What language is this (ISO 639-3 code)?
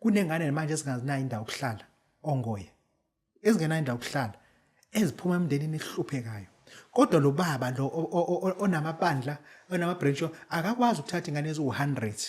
zul